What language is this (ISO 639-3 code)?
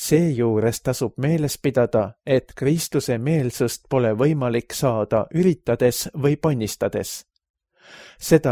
est